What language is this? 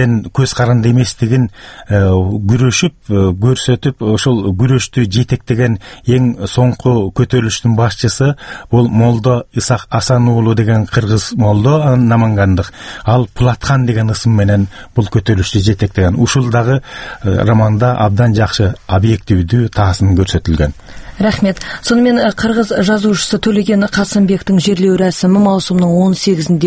Kazakh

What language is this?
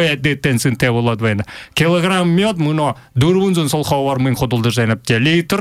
Buriat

